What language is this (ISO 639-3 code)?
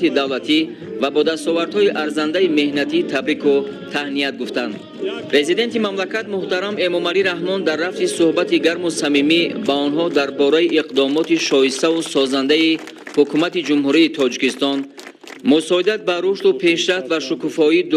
tgk